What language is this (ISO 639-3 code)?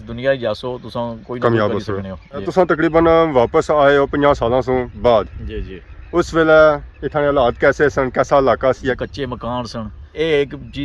phr